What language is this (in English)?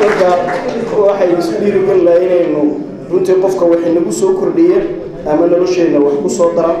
Somali